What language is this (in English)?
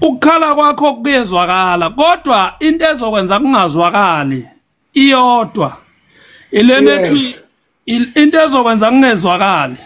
Zulu